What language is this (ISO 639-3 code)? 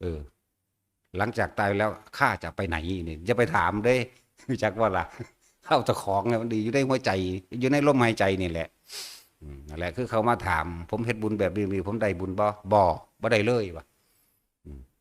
tts